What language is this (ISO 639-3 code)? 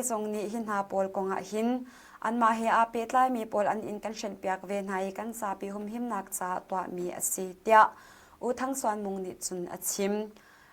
cnh